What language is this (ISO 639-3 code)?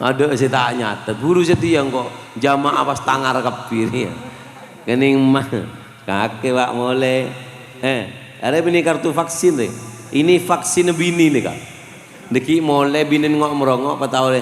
mad